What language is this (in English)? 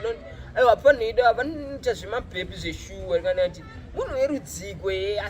Shona